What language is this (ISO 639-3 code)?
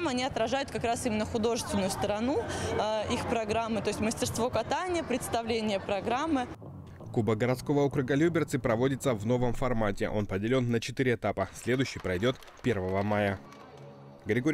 rus